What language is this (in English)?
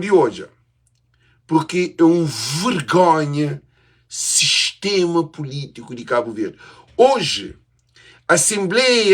Kabuverdianu